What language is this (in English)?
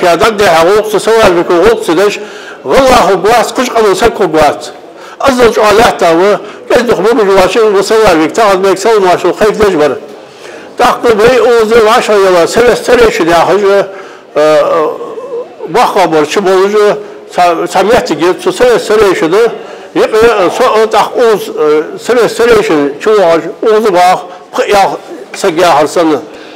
Ingush